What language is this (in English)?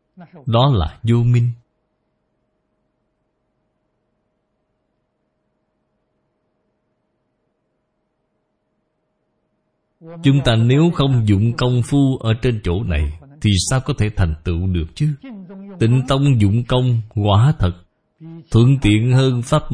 Vietnamese